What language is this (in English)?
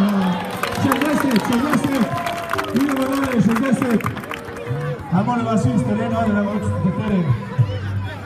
Croatian